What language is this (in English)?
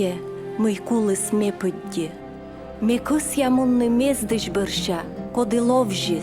Komi